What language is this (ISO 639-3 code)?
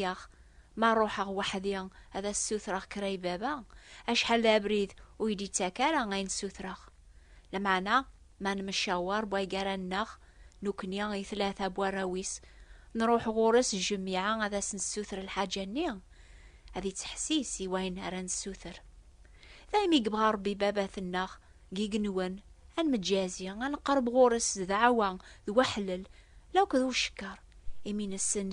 kab